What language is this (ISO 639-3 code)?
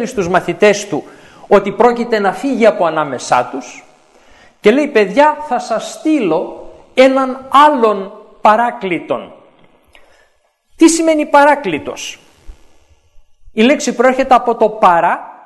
ell